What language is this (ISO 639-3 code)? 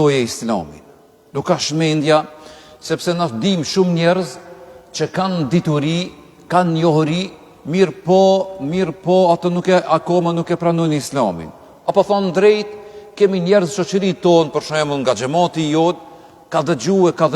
sqi